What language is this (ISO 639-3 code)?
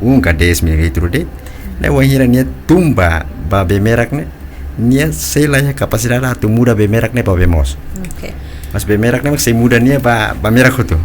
tet